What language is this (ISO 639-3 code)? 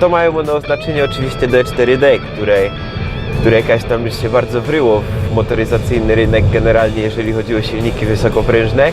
szl